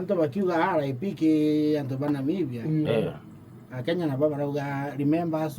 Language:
Meru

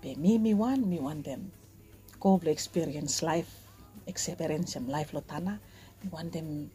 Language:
Bislama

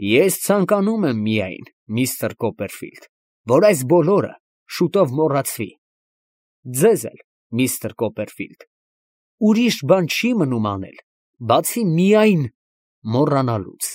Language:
Armenian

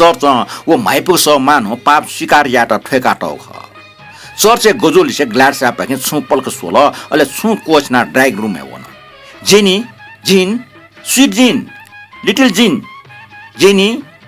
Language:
Newari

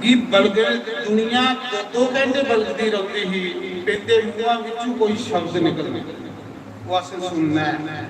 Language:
Dogri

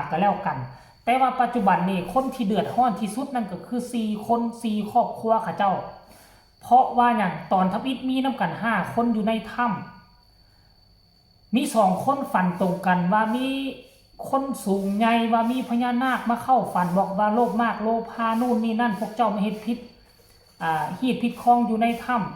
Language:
Northeastern Thai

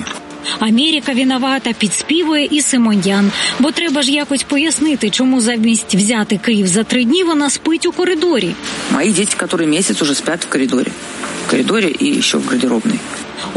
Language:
Ukrainian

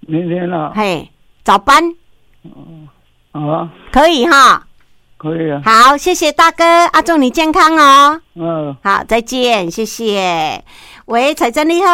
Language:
Min Nan Chinese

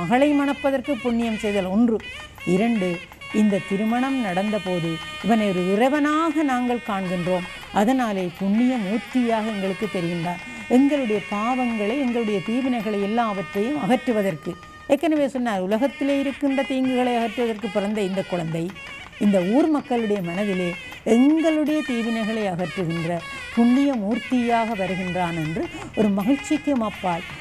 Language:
Tamil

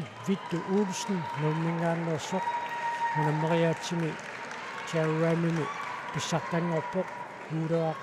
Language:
Kalaallisut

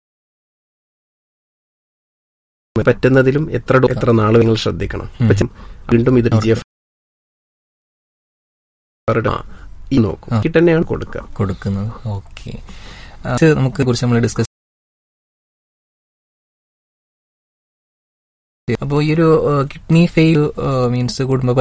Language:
Malayalam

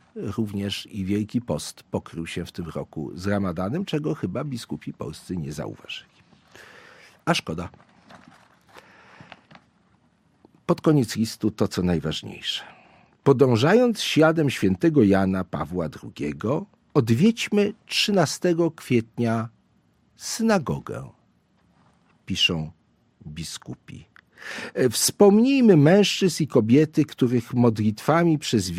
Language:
Polish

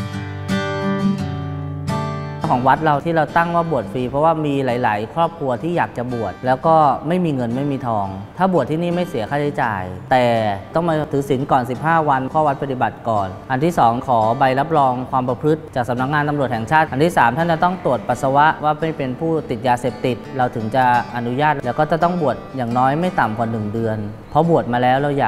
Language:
Thai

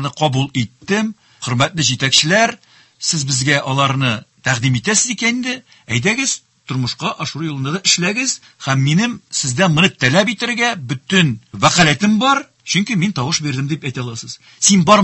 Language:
Tatar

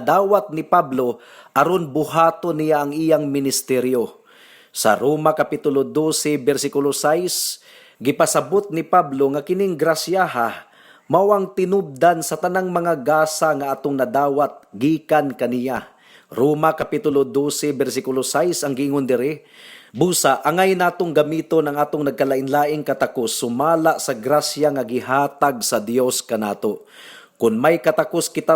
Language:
Cebuano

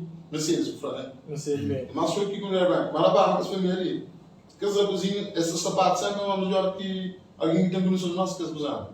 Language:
Kabuverdianu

